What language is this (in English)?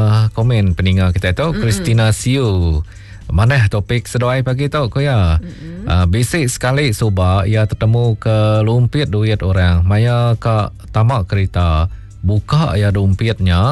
Iban